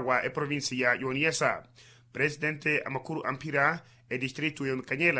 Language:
Makhuwa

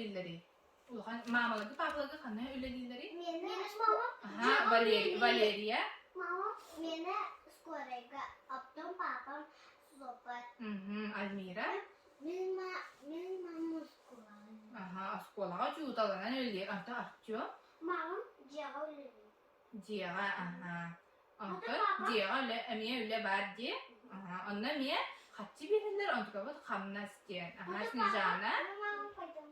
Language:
Yakut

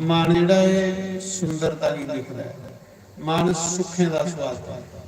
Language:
Dogri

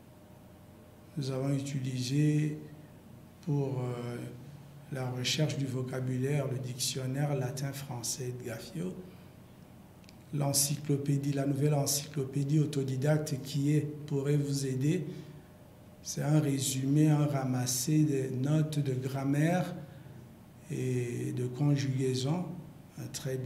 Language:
French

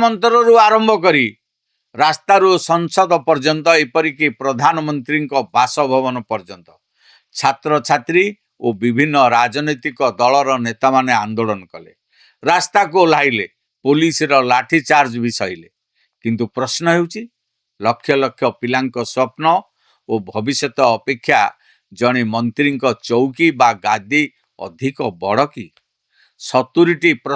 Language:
Odia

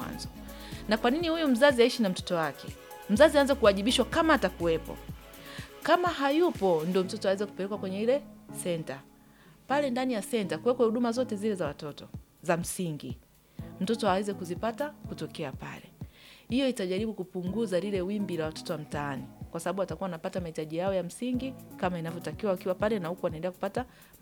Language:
Swahili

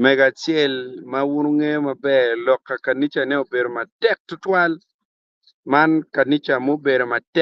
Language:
Acoli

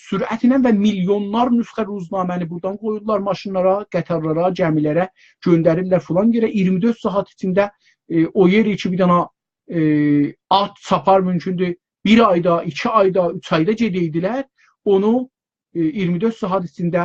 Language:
South Azerbaijani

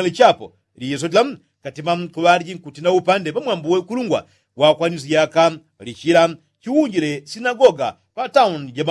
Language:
Yao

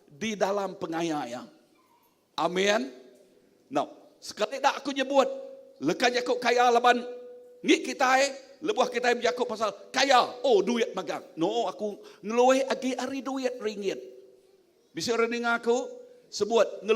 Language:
Iban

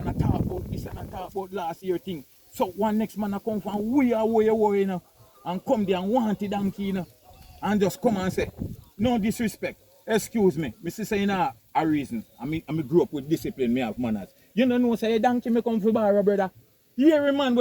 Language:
Jamaican Creole English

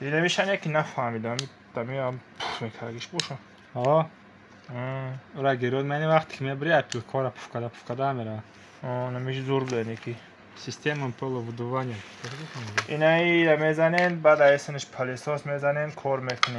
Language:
Tajik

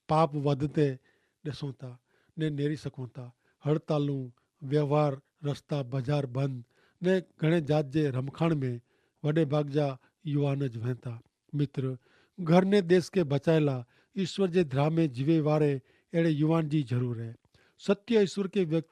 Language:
Kachhi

